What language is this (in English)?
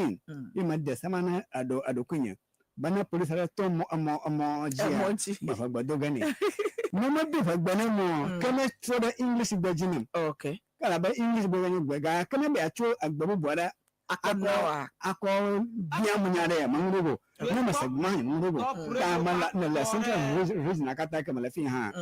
Ewe